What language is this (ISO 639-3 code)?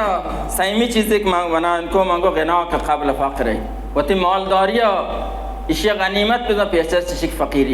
bal